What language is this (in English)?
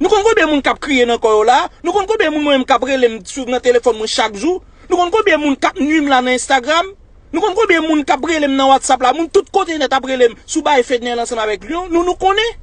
Haitian Creole